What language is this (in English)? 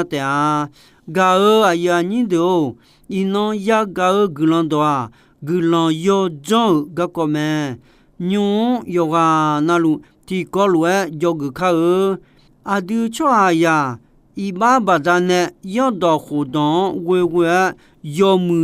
Akha